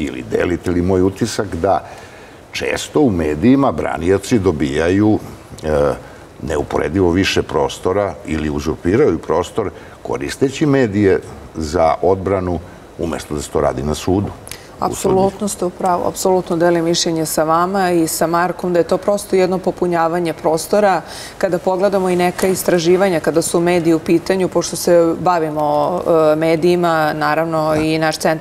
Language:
Serbian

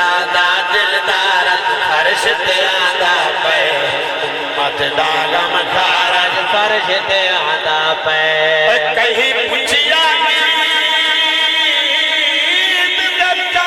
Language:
Saraiki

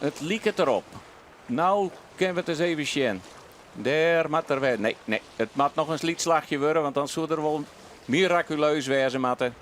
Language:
Western Frisian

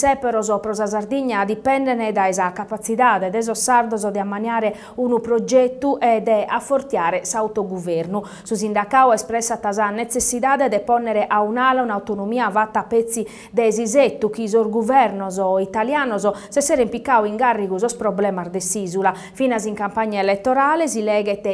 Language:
Sardinian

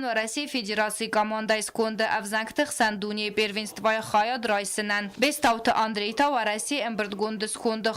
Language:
Ossetic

